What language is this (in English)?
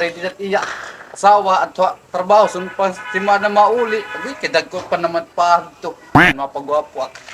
Waray